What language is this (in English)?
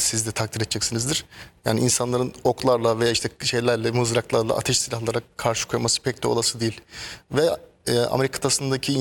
Turkish